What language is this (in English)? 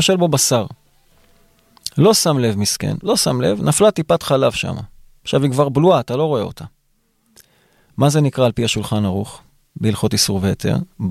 Hebrew